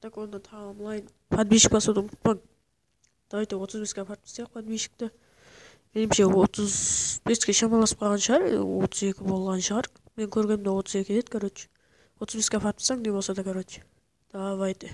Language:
Kara-Kalpak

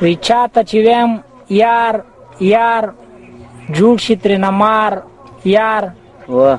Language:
Pashto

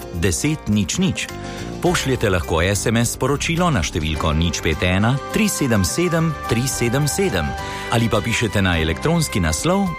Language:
Slovenian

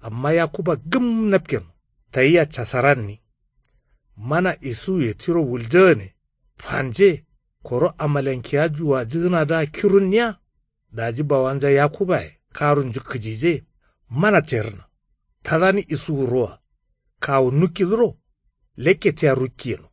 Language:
Kanuri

